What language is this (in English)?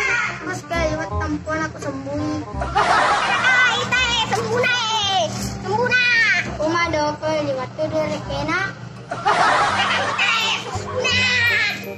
Buginese